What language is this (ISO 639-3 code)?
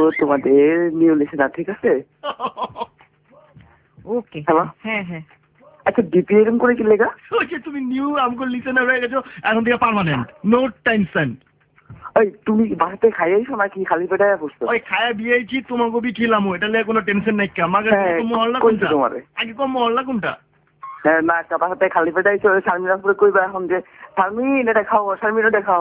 ben